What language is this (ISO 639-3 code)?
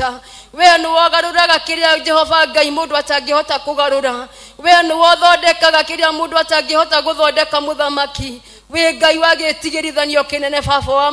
kik